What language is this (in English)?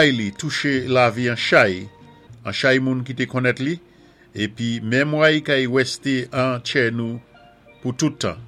Saint Lucian Creole French